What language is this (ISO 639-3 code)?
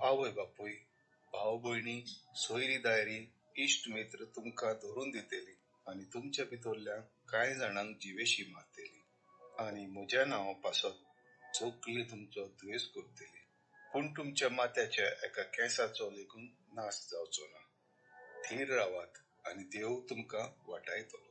kok